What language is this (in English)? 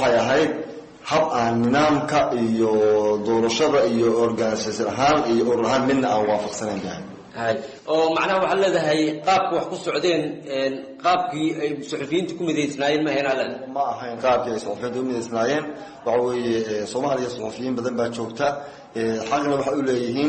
Somali